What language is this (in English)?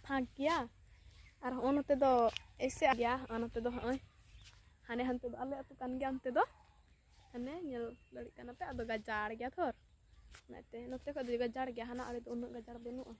Santali